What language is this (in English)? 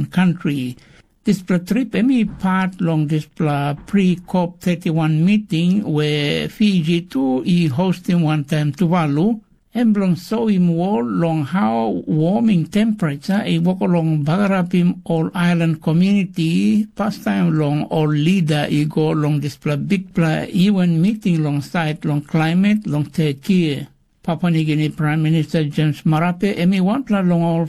Tok Pisin